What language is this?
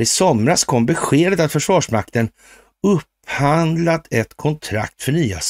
Swedish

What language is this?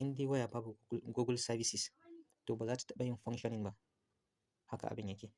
Hausa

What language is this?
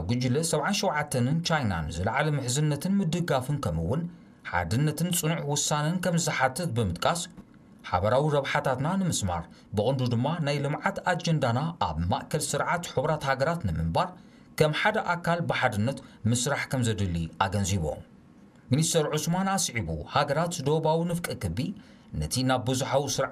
Tigrinya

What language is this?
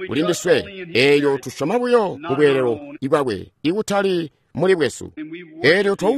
Tonga (Zambia)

